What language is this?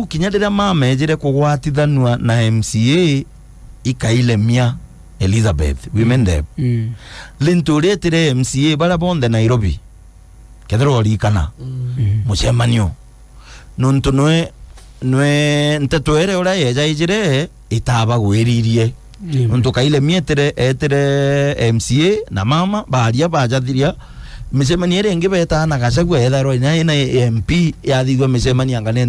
Meru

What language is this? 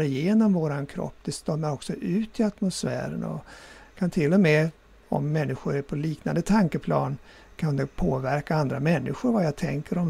Swedish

